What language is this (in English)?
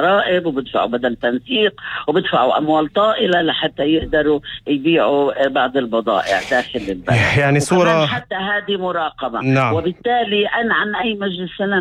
North Levantine Arabic